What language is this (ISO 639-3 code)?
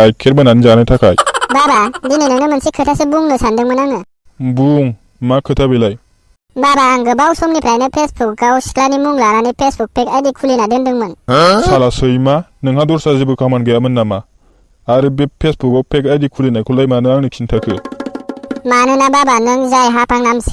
brx